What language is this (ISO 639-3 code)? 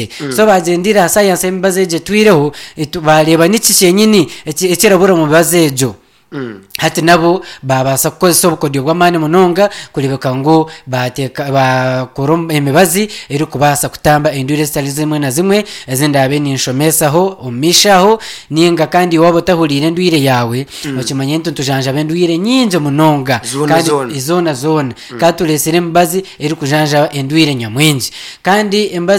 nyn